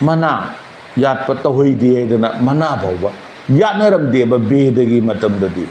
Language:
Manipuri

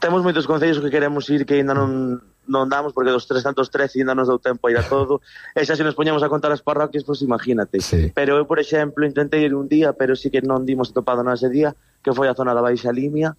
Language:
Galician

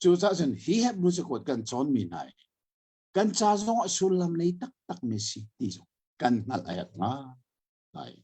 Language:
Hakha Chin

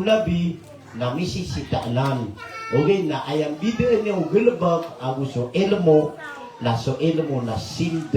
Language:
Maranao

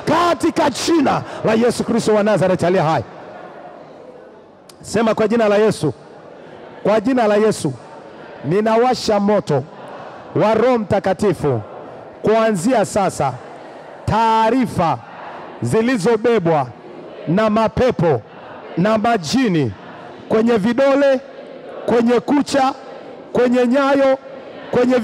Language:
Swahili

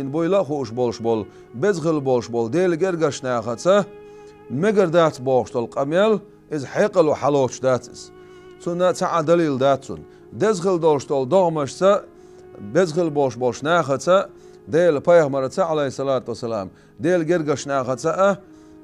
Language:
Chechen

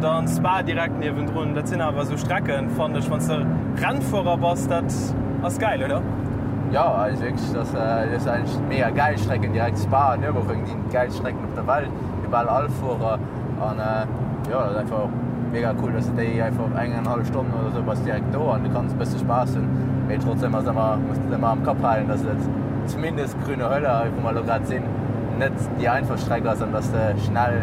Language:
Luxembourgish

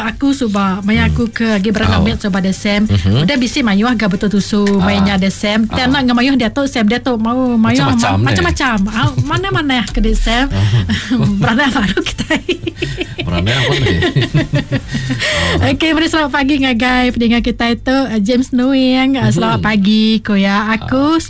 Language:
Iban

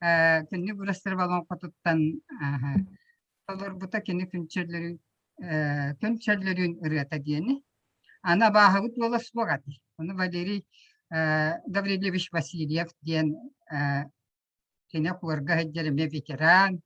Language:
Yakut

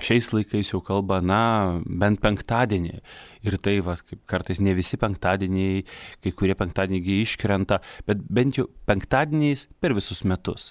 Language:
Lithuanian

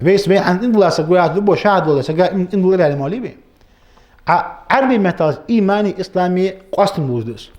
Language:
Ingush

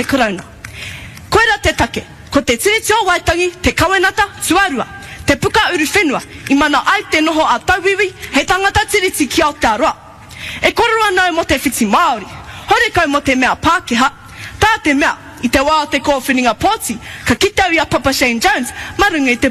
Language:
Māori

